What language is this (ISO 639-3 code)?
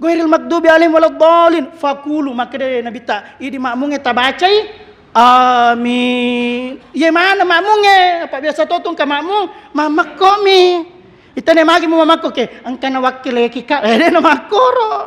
bug